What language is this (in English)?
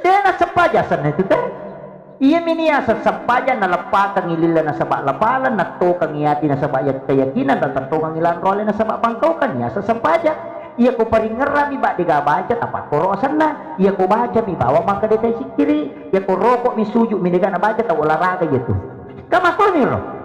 Buginese